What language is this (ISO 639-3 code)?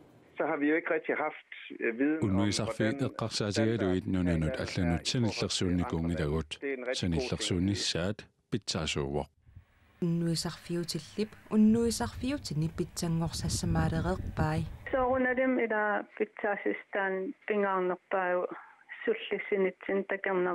kal